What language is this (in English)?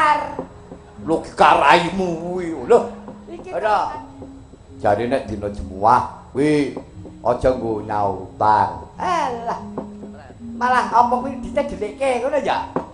Javanese